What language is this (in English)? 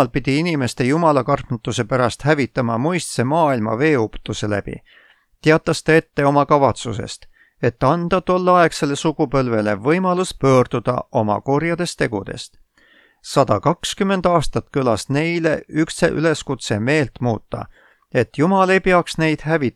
Estonian